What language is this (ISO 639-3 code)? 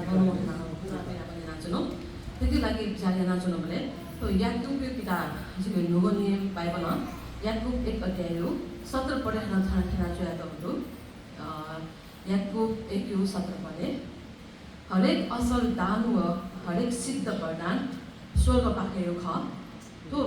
new